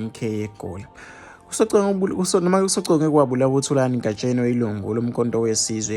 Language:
Zulu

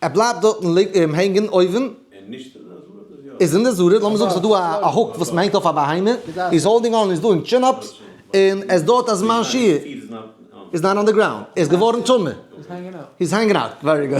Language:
Yiddish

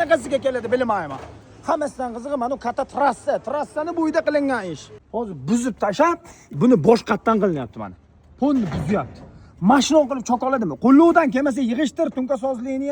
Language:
Uzbek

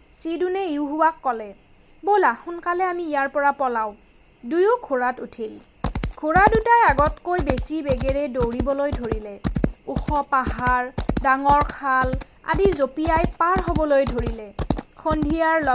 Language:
Assamese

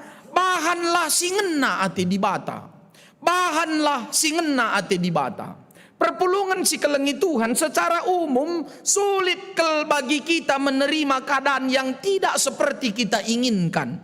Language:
Batak Karo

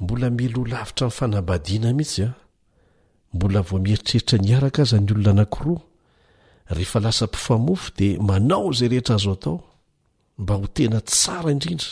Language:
Malagasy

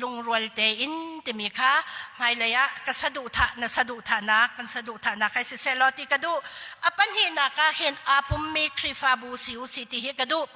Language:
Hakha Chin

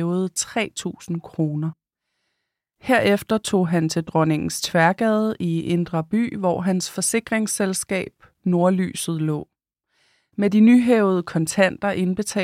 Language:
Danish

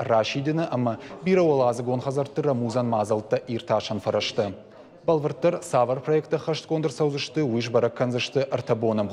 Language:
Ossetic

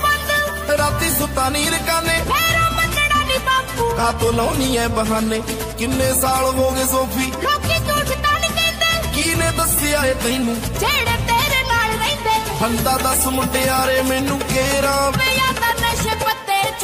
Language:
Punjabi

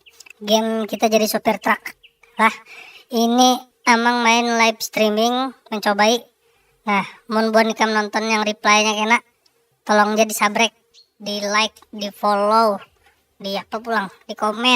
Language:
Banjar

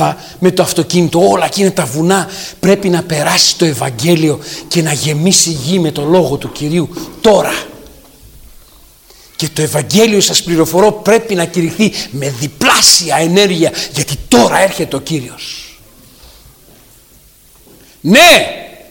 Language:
Greek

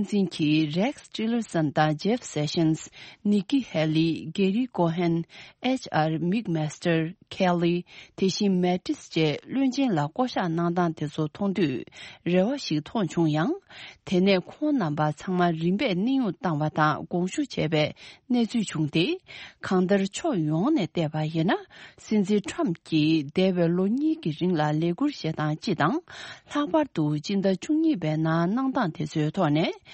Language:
Tibetan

